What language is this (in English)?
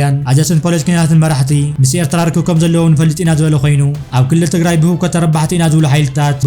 Tigrinya